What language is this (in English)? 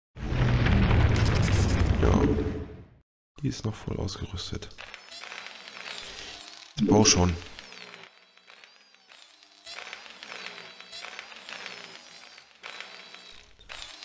German